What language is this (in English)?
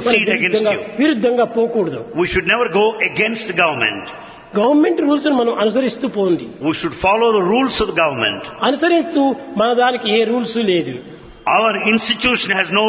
Telugu